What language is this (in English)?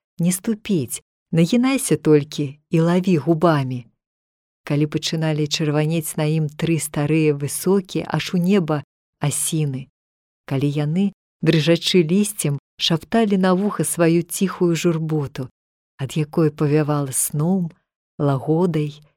Belarusian